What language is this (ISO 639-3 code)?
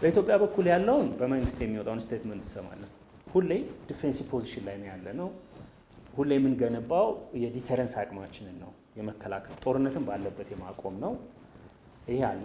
amh